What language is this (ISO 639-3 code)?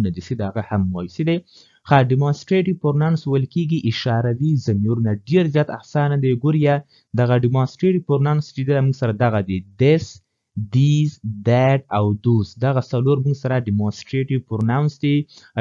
pus